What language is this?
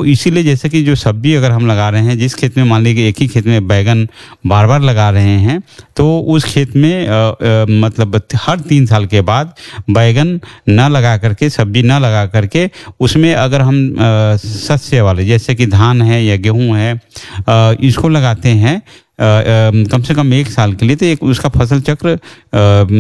Hindi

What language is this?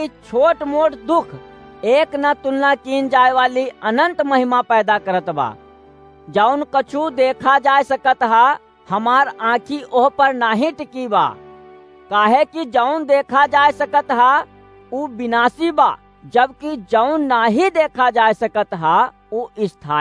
Awadhi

